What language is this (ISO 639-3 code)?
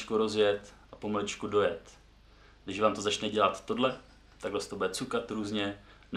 ces